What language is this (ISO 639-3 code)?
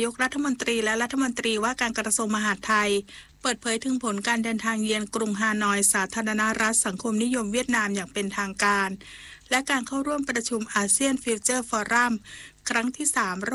tha